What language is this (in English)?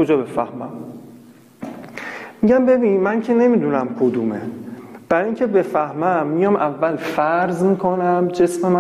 Persian